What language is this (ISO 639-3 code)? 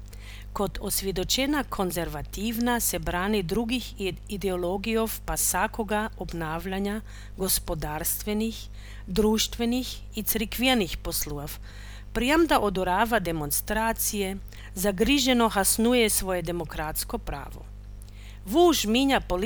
hrv